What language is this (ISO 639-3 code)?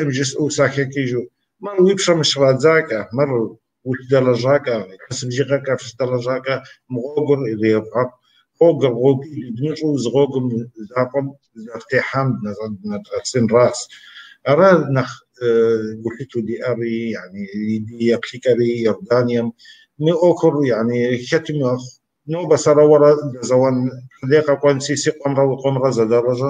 kbd